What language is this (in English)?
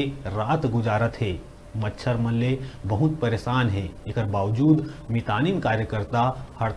Chhattisgarhi